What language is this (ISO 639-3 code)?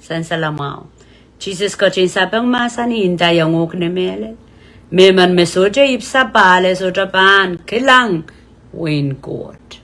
pon